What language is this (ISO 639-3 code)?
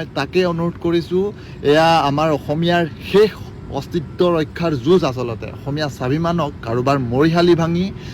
asm